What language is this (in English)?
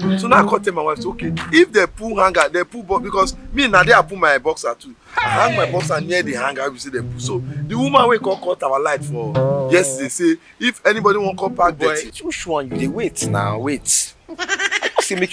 Nigerian Pidgin